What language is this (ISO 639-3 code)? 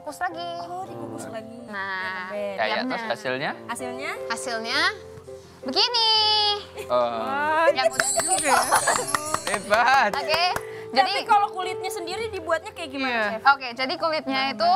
ind